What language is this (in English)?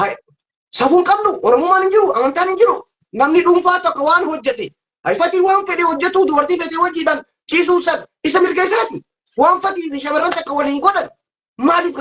Oromo